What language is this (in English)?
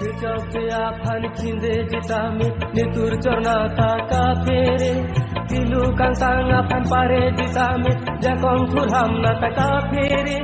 Karbi